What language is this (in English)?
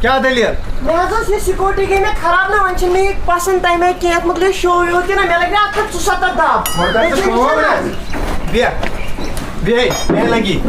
Kashmiri